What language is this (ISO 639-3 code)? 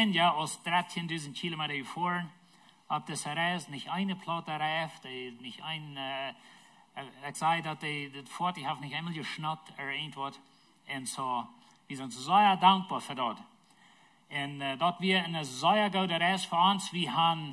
pdt